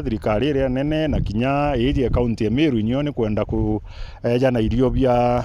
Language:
Meru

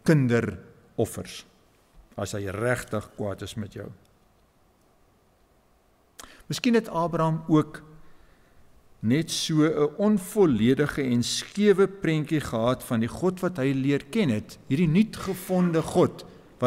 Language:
Afrikaans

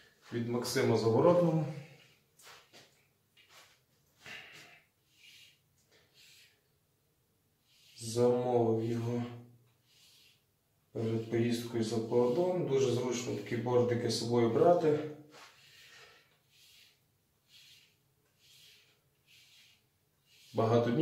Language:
Ukrainian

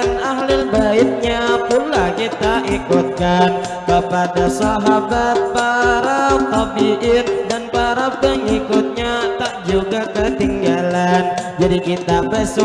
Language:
Banjar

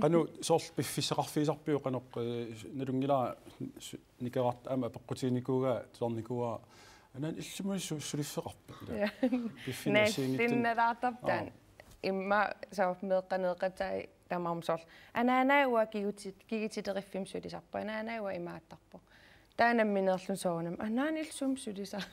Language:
Kalaallisut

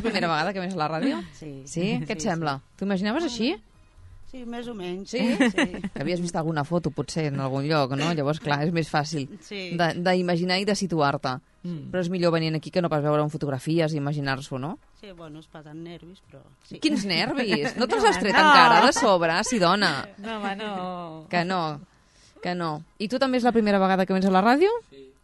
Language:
Catalan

